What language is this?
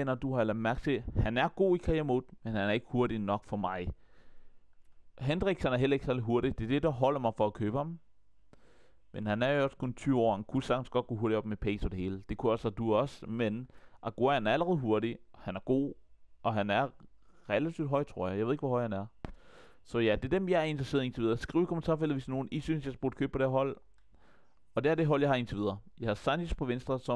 Danish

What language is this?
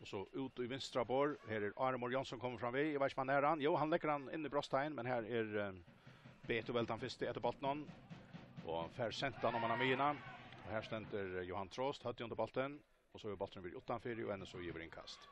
Faroese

